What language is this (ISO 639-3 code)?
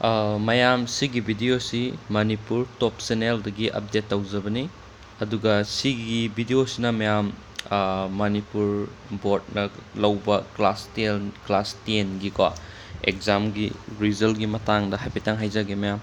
mni